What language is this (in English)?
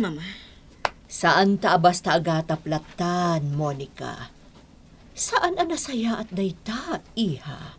Iloko